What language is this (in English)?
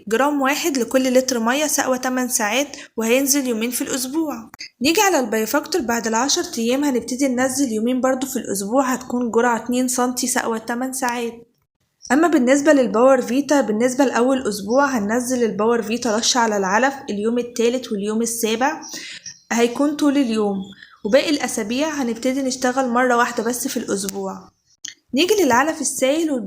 Egyptian Arabic